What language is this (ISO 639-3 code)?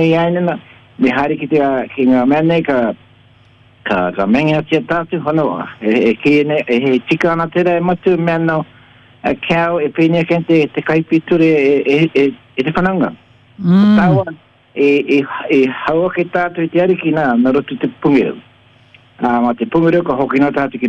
mri